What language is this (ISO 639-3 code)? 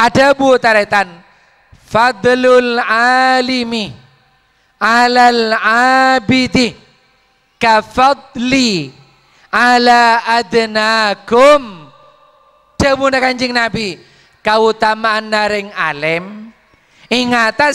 mad